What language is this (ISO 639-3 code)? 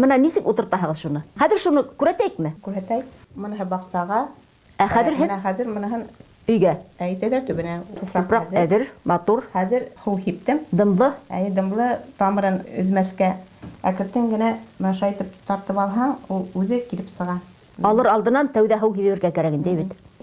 bak